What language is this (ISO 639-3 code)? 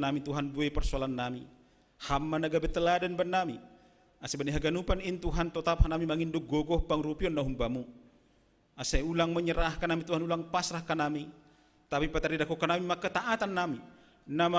bts